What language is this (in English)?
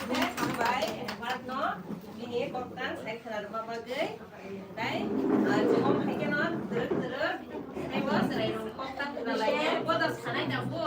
Kok Borok